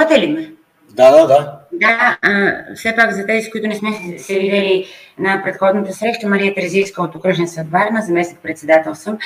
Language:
Bulgarian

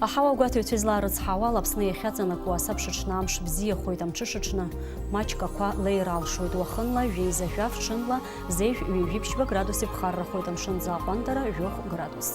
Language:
Abkhazian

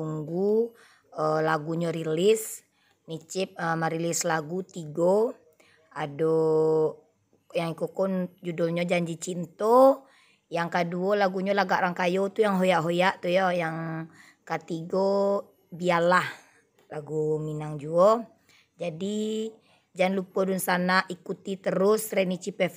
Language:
Minangkabau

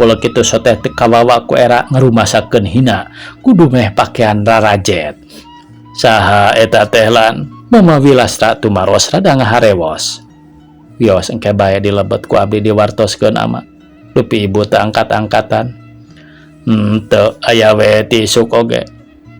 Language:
Sundanese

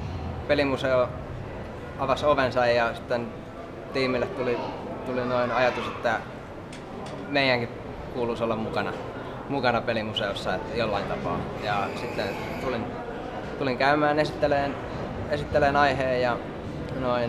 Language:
Finnish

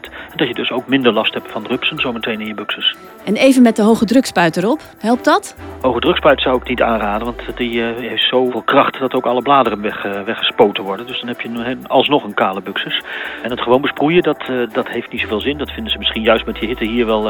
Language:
Dutch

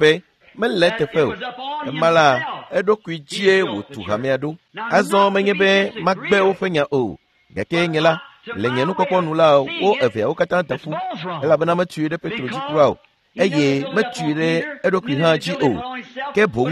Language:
Ewe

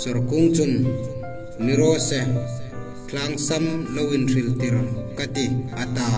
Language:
Hmar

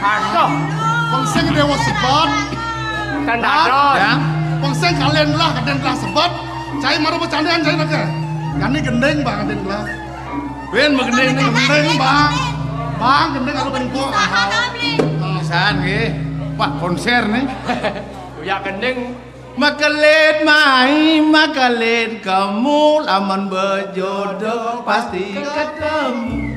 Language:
Balinese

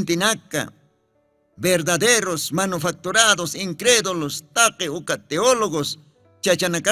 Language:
Aymara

